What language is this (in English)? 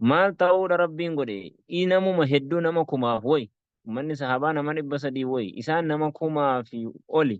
Oromo